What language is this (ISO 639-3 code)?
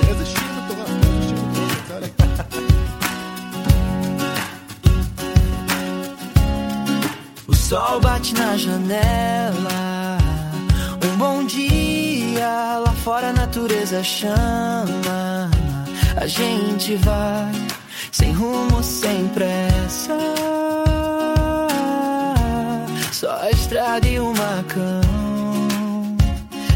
heb